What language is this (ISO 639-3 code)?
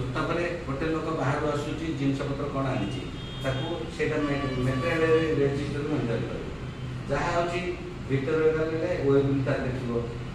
ori